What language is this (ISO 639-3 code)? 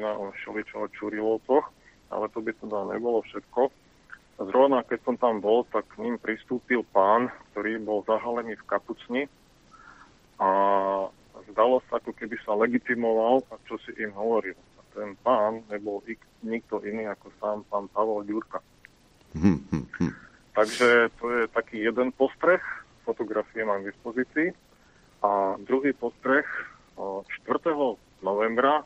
slk